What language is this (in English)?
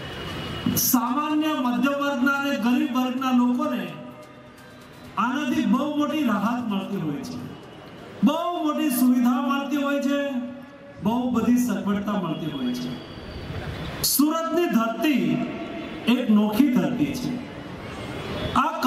Gujarati